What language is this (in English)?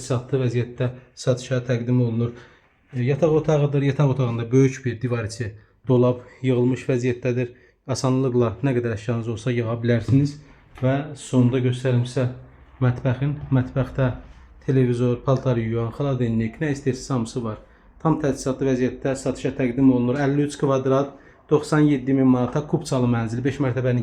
Azerbaijani